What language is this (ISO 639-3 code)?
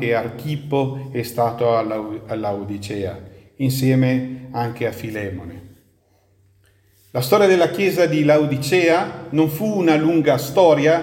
ita